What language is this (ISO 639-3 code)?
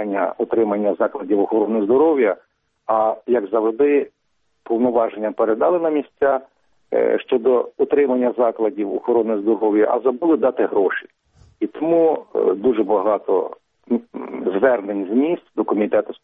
ukr